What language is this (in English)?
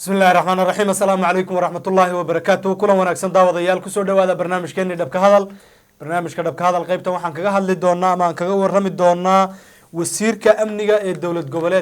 Somali